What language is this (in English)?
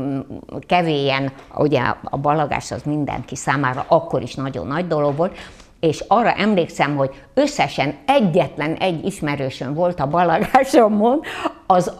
Hungarian